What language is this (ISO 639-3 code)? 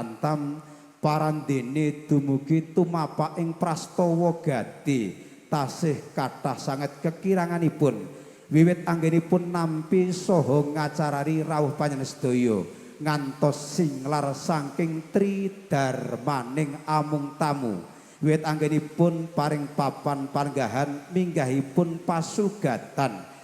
jav